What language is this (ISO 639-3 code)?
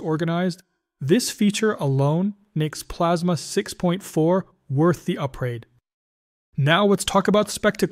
eng